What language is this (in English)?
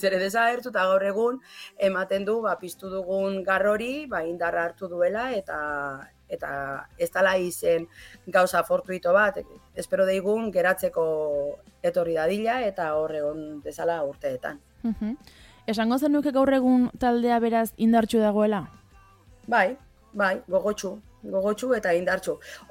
Basque